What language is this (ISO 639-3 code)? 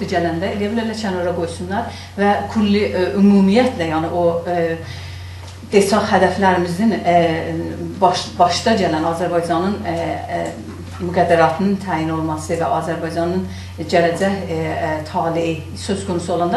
azb